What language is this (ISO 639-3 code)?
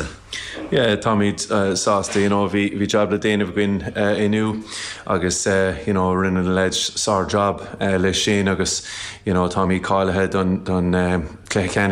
gle